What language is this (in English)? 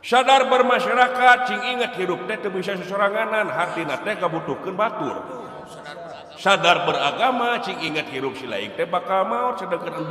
Sundanese